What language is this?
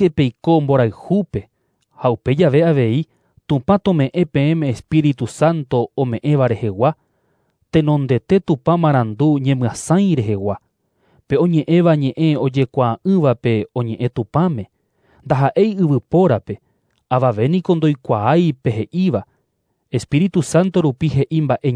Guarani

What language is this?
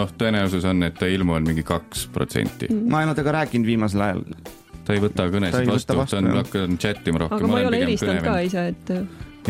Estonian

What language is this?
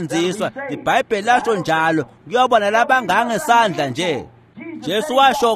Swati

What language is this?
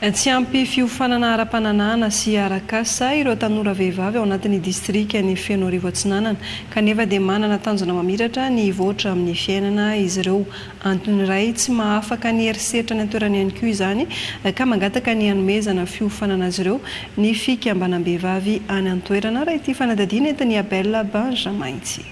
Malagasy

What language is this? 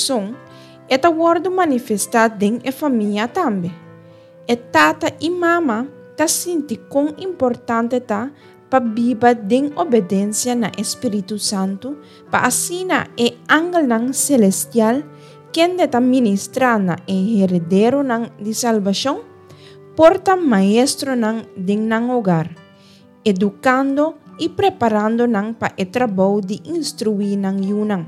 Papiamento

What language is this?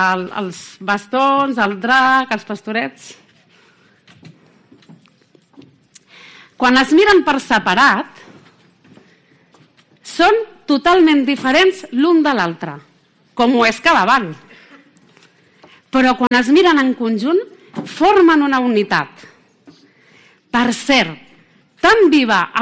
Catalan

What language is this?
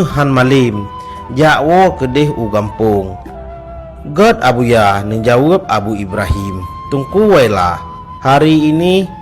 Achinese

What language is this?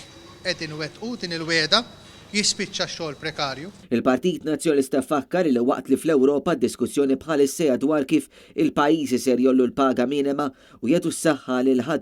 Maltese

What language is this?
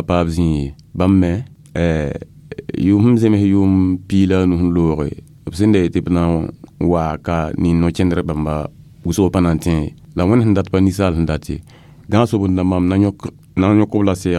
Mossi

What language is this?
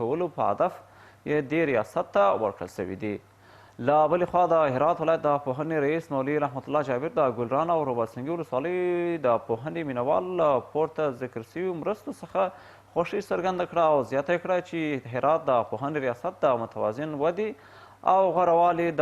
Pashto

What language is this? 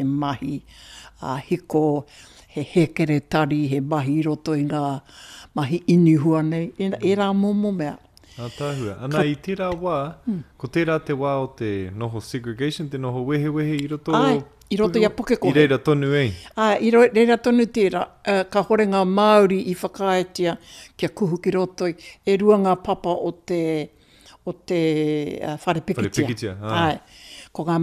Māori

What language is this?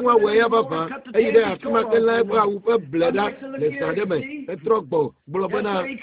Ewe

